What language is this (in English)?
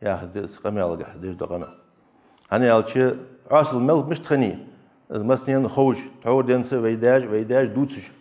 Ingush